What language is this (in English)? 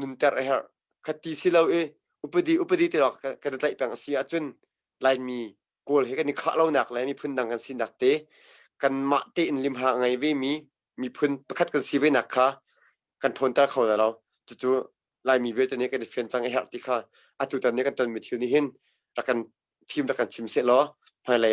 Hakha Chin